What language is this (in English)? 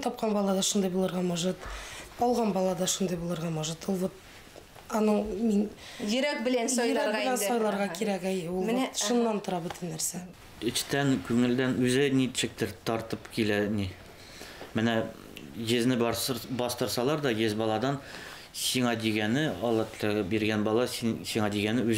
Tatar